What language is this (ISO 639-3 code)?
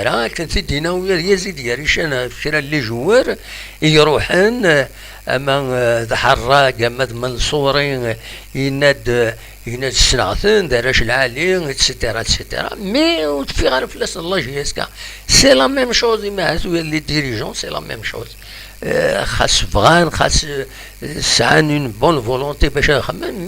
kab